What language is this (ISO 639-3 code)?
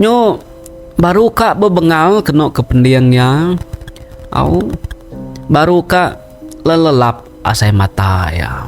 iba